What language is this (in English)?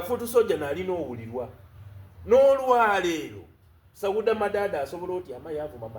Soga